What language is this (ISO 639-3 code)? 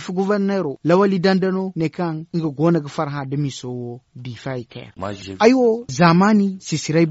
dje